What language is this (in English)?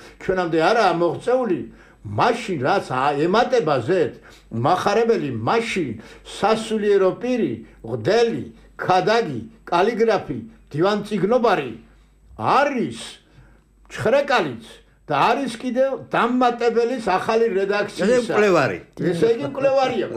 Georgian